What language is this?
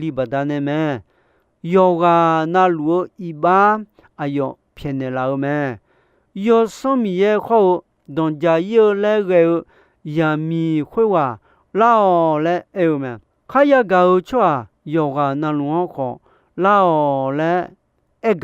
Akha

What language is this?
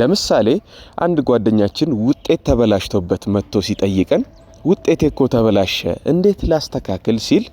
Amharic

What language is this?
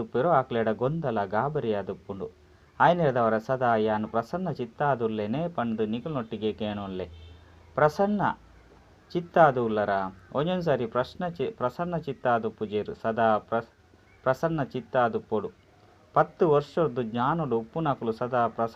Tulu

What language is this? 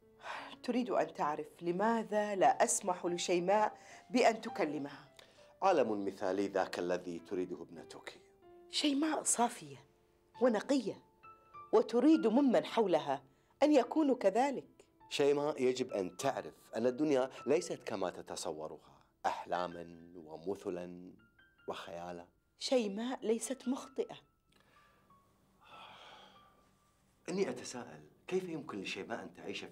Arabic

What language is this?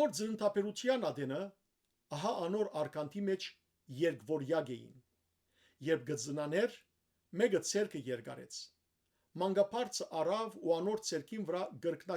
Western Armenian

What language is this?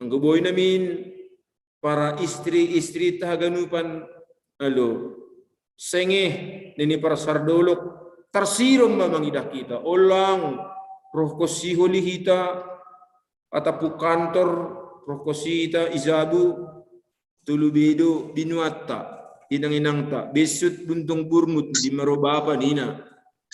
Batak Simalungun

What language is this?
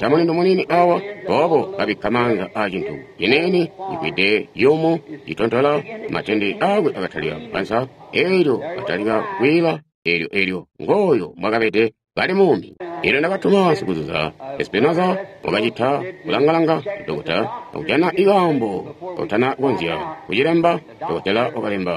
Tonga (Zambia)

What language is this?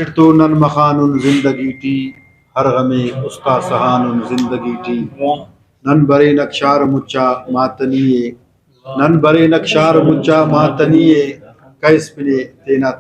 Brahui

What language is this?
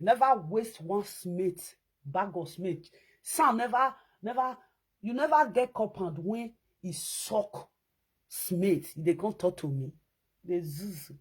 Nigerian Pidgin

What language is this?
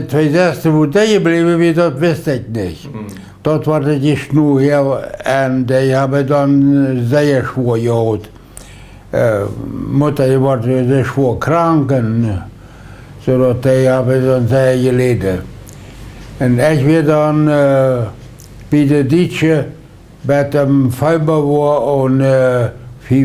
Plautdietsch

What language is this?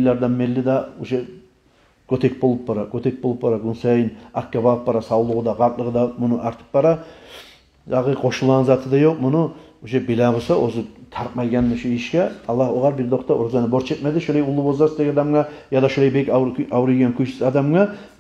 Kumyk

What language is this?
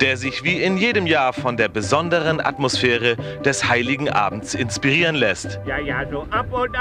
German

